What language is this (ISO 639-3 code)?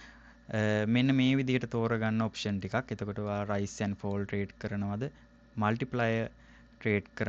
sin